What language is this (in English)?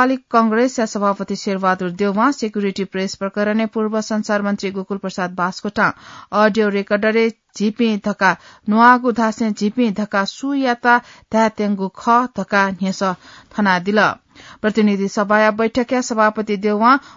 Newari